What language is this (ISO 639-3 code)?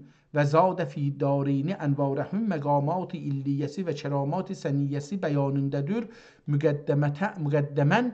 azb